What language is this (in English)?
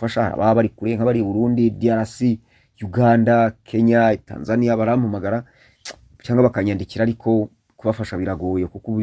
Kinyarwanda